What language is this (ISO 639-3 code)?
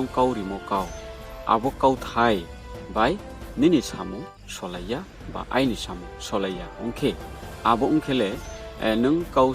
ria